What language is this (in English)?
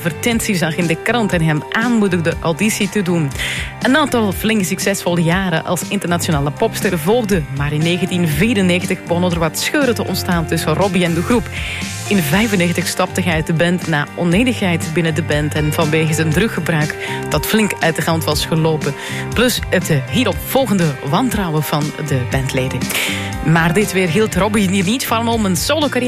Dutch